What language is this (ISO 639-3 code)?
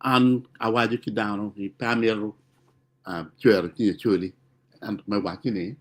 ach